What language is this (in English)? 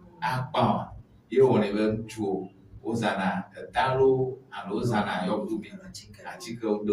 Ewe